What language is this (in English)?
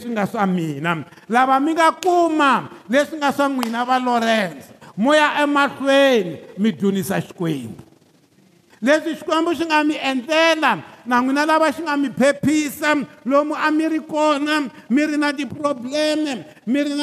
Tsonga